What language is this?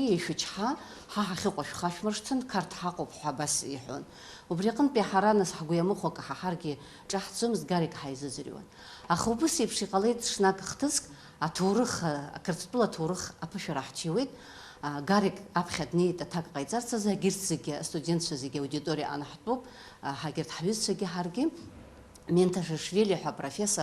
Abkhazian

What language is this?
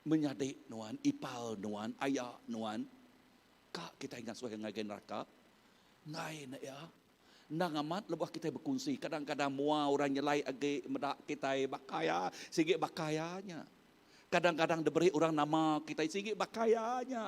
Iban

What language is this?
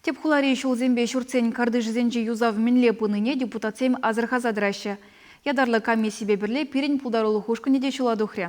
Chuvash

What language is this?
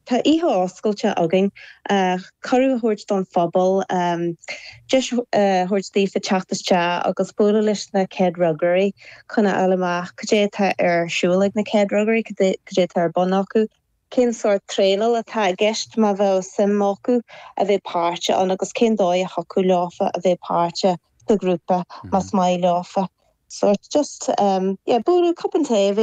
Irish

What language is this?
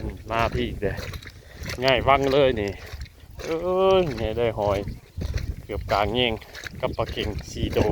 Northeastern Thai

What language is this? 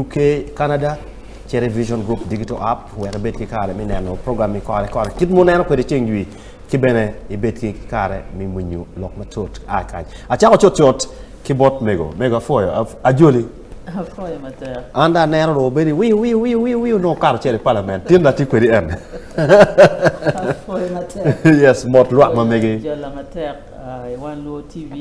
Acoli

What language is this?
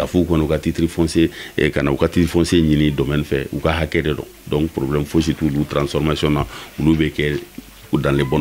Bambara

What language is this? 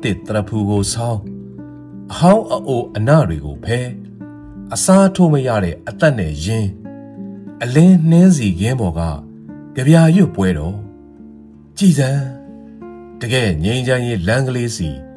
Burmese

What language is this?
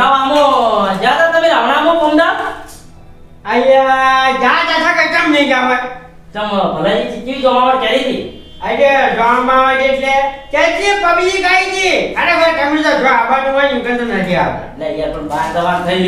Gujarati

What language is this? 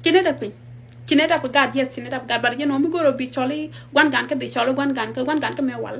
Nuer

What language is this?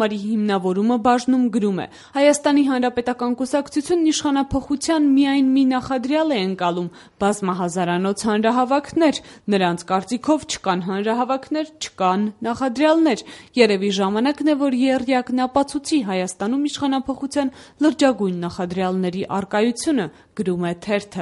Armenian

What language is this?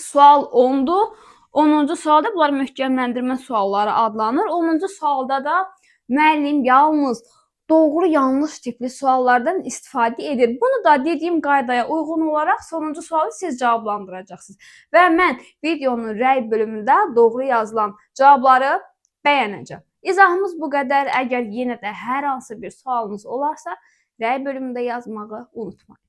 Azerbaijani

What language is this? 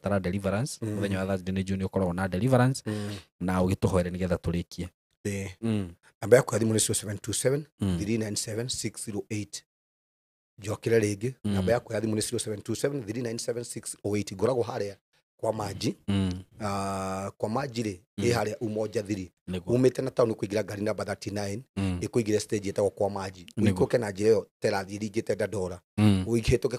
Kikuyu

